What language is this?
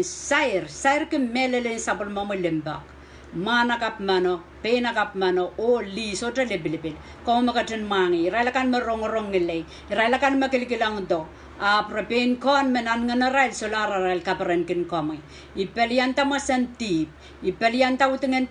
Pohnpeian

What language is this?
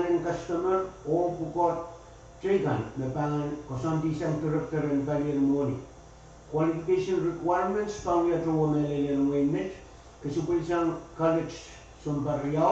Pohnpeian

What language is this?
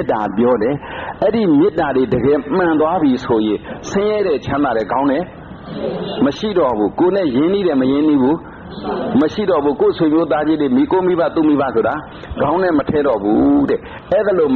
Burmese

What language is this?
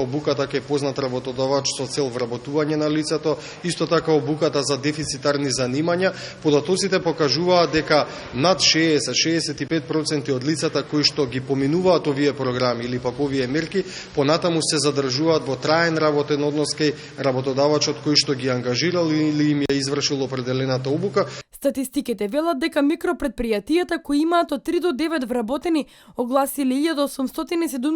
Macedonian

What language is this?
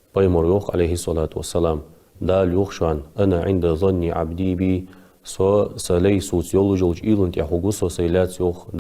Ingush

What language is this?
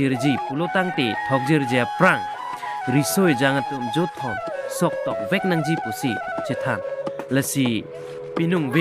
Karbi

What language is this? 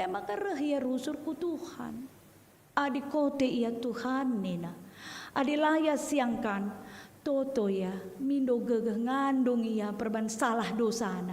Batak Karo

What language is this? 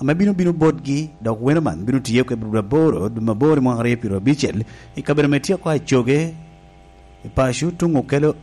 Lango (Uganda)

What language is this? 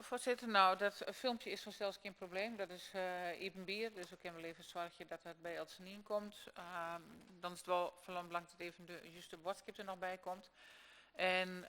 Western Frisian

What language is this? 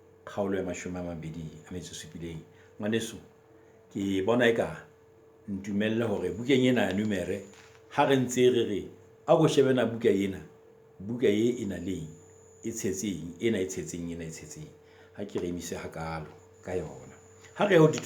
Southern Sotho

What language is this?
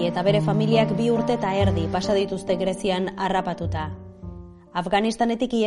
Basque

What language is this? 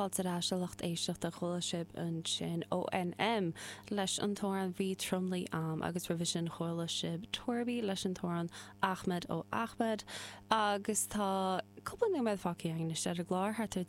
Irish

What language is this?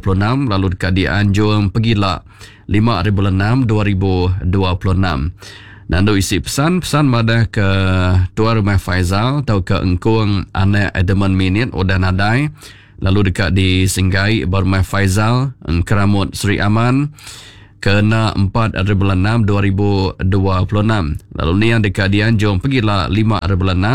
Iban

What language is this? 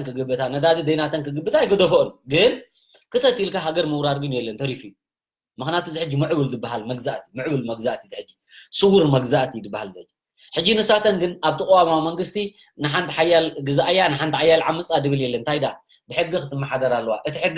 Tigrinya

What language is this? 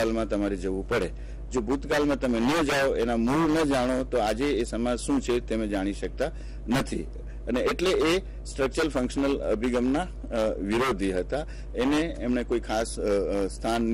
Gujarati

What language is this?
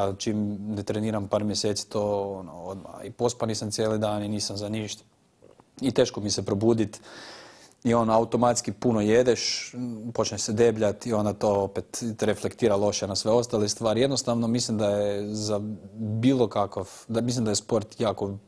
Croatian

